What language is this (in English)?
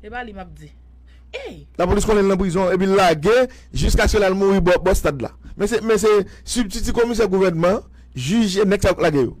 Haitian Creole